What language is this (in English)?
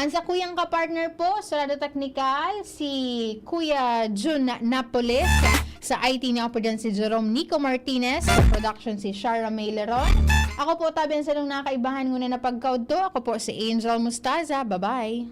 Bikol